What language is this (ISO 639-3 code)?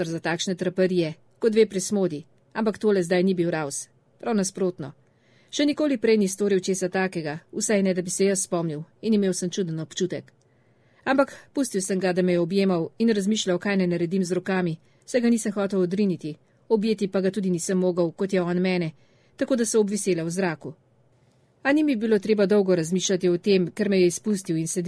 slv